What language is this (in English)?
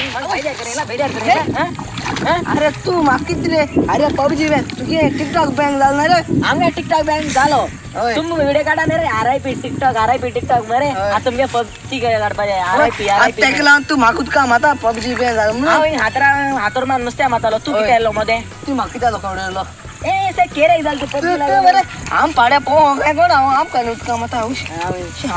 Konkani